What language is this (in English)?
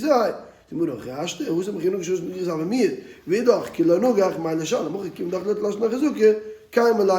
Yiddish